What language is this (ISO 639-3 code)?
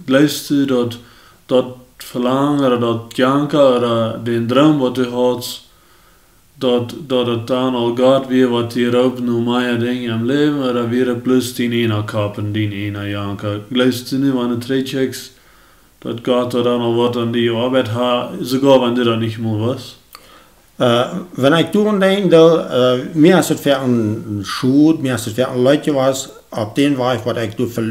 pdt